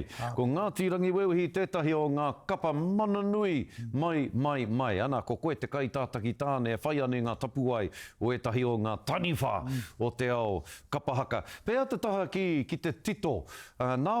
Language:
Māori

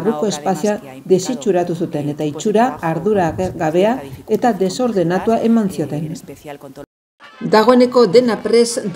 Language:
Basque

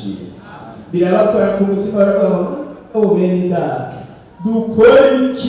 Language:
Rundi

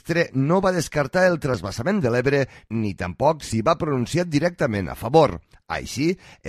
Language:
Catalan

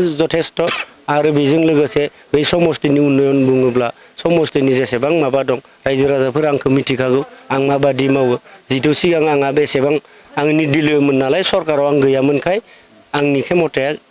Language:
Bodo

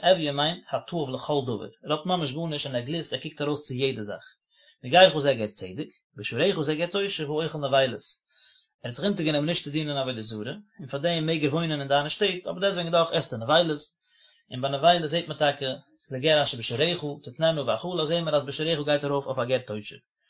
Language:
Yiddish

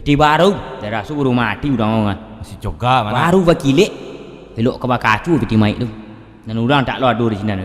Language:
Minangkabau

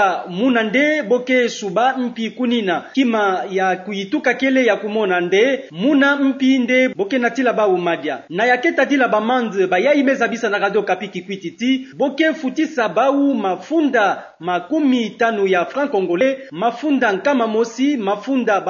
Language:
Kituba (Democratic Republic of Congo)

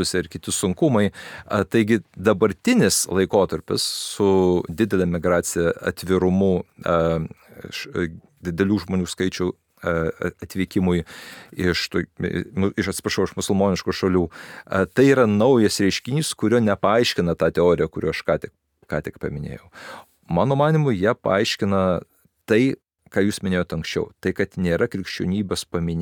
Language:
Lithuanian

